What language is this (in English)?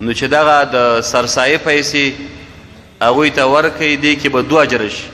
Pashto